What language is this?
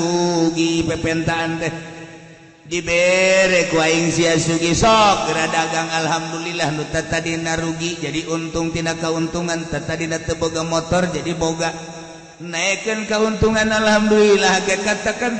Sundanese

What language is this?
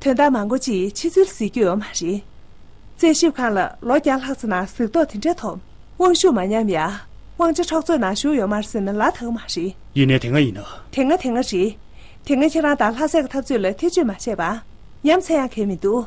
Tibetan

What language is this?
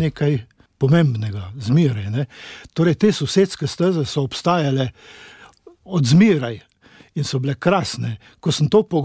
Slovenian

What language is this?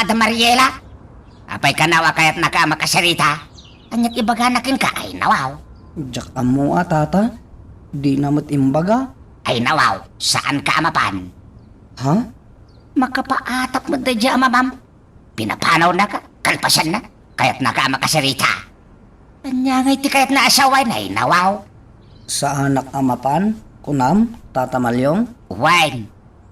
Iloko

